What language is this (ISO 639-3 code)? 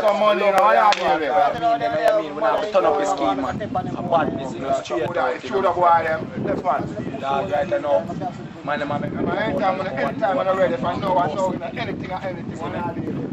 jam